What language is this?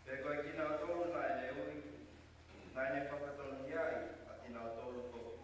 Tongan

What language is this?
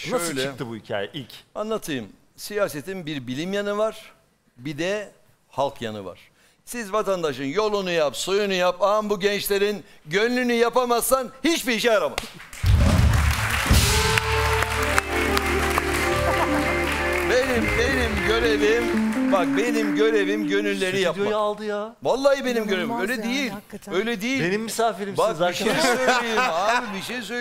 Turkish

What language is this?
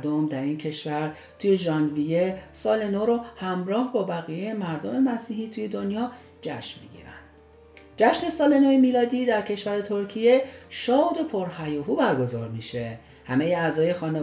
Persian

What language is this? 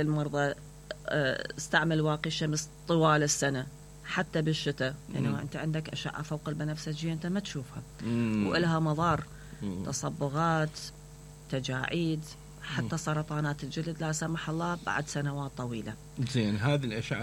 Mesopotamian Arabic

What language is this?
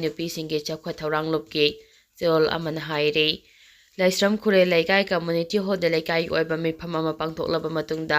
Manipuri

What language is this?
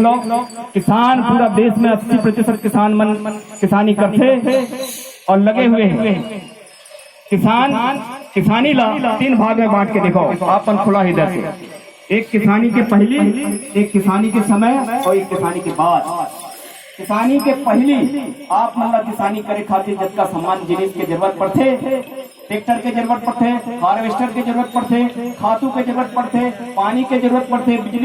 Chhattisgarhi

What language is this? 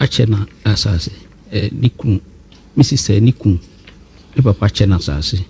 Akan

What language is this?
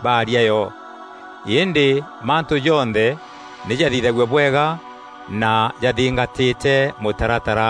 Meru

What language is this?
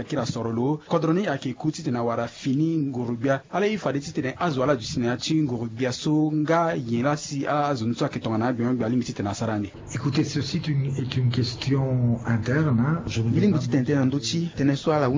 Sango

